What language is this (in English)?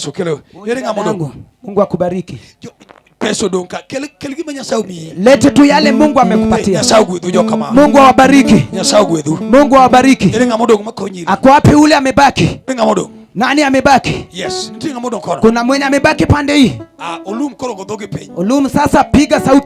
Luo (Kenya and Tanzania)